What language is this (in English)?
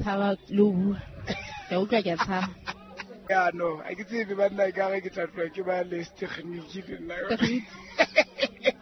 Southern Sotho